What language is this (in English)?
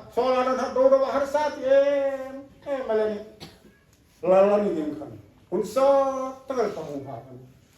Hmar